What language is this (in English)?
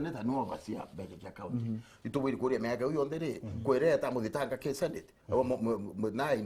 Meru